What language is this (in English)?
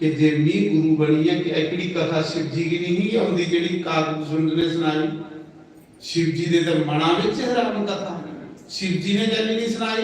Dogri